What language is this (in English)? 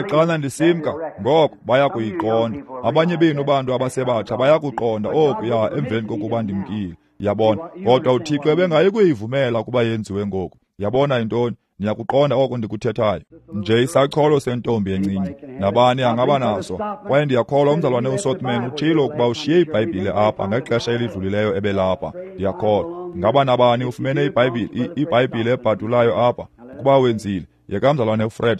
Xhosa